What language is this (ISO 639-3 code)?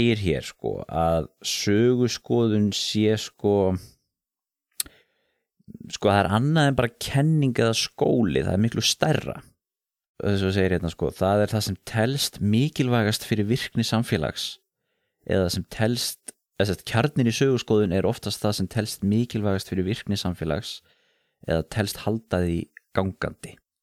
isl